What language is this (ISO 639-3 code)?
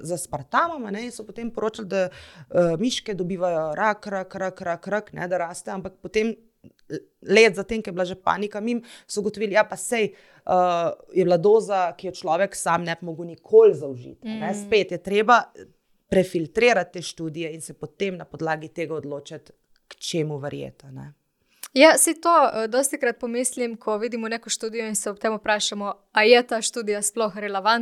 slv